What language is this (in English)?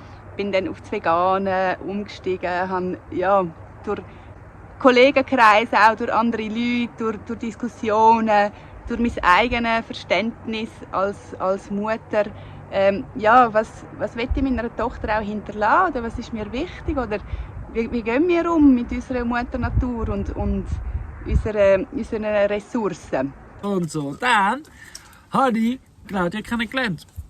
Swiss German